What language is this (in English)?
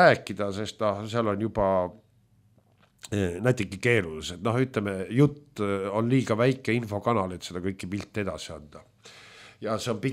Estonian